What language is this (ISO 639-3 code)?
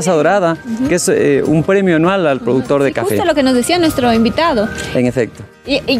spa